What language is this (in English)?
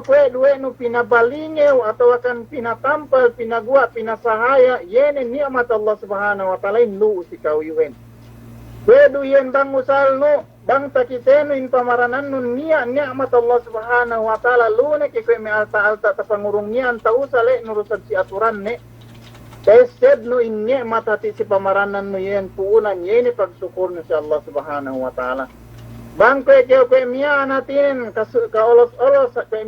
Yakan